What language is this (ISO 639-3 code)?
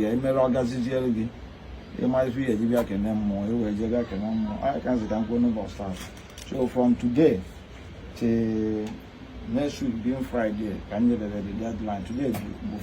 ibo